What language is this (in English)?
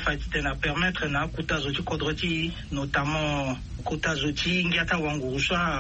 Sango